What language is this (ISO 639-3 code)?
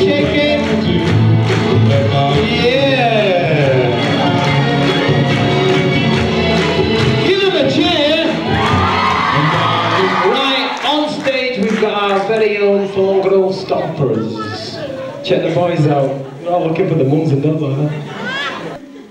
eng